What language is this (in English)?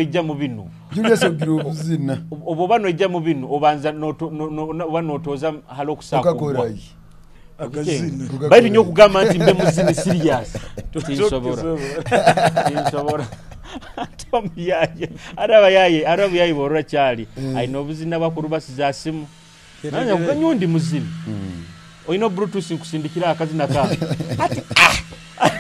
Nyoro